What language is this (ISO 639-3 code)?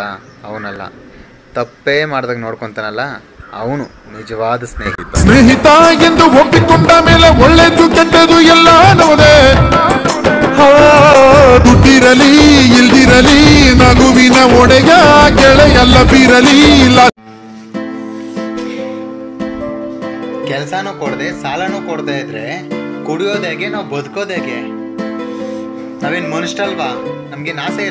kan